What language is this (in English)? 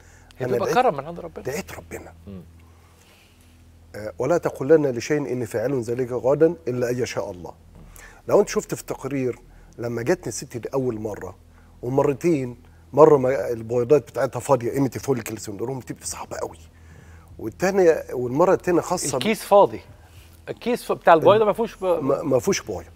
Egyptian Arabic